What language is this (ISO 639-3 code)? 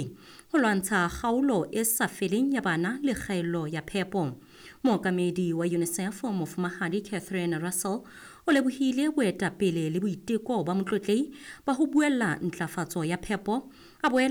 sot